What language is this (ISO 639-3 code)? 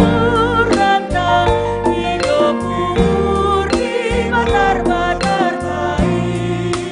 bts